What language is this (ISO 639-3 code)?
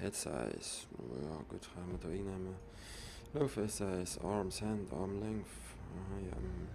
gsw